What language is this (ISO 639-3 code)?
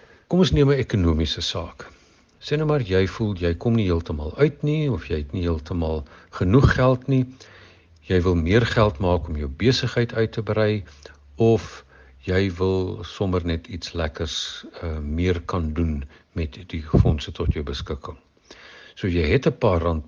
afr